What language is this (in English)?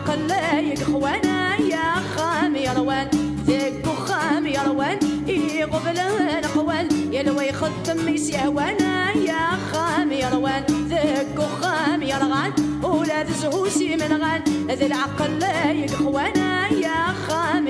Kabyle